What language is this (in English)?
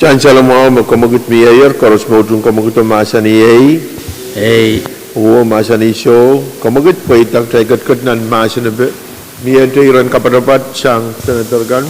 Pohnpeian